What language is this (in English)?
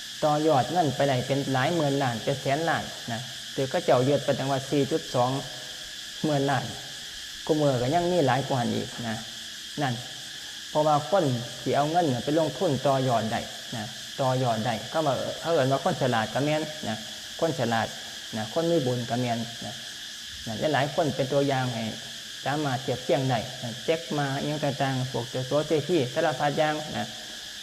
Lao